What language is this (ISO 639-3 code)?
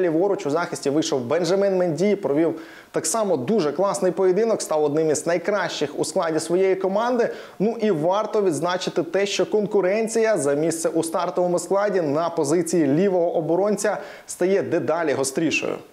ukr